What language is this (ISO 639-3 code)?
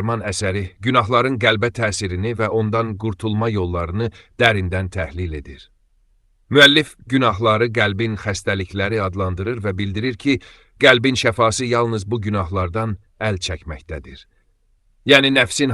aze